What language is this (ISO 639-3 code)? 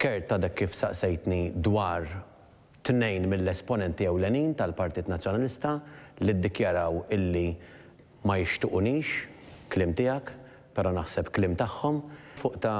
mlt